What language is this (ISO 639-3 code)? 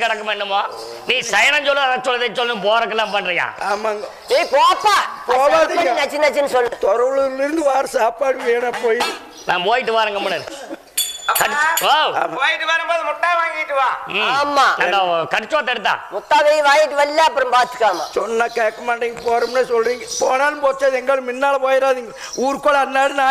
tam